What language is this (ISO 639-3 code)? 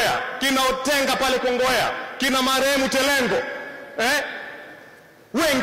swa